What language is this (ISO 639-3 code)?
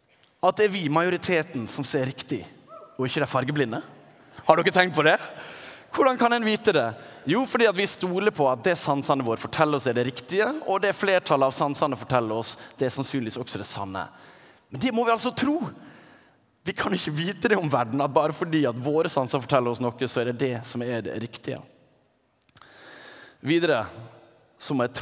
nor